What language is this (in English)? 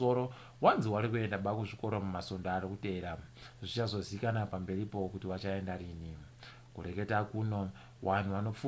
Ndau